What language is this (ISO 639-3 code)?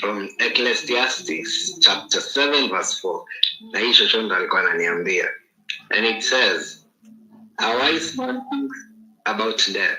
kik